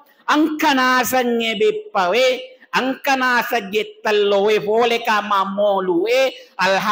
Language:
Buginese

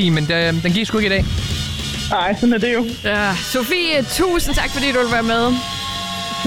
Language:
Danish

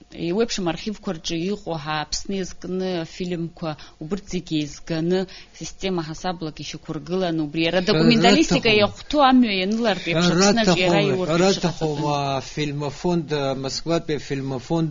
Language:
Abkhazian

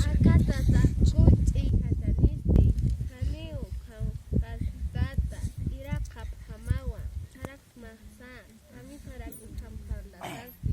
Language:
Aymara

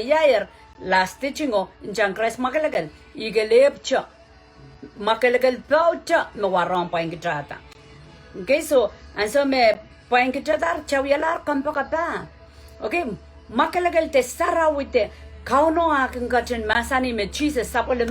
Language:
Pohnpeian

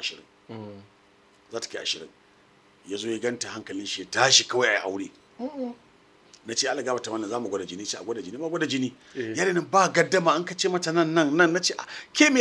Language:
Hausa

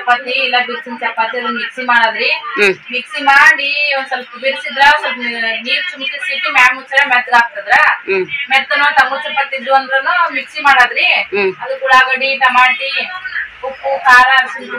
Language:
Kannada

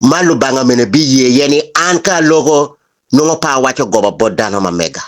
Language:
Acoli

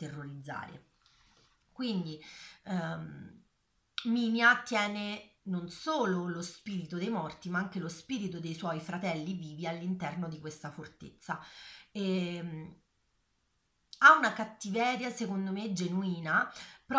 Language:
Italian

